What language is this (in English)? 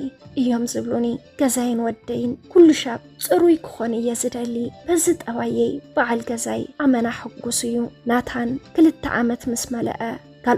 Tigrinya